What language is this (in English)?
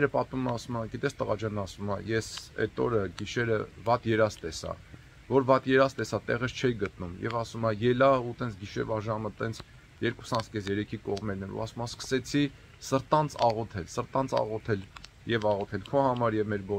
Armenian